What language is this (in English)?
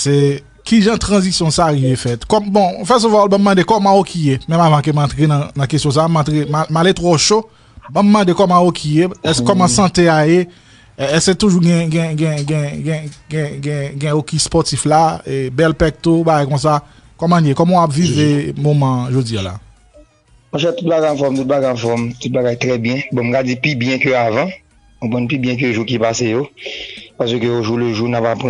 Haitian Creole